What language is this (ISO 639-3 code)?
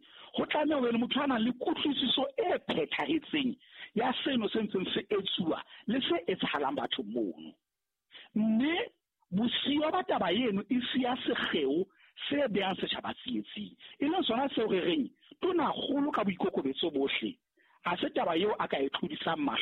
sot